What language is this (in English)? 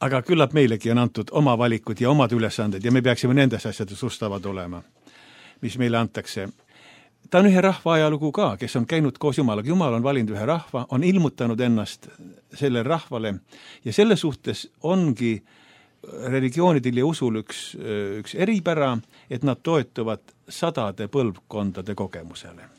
Estonian